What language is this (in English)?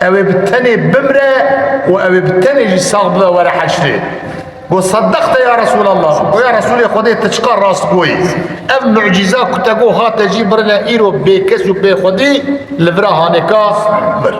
Kurdish